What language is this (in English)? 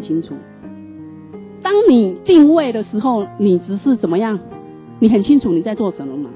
Chinese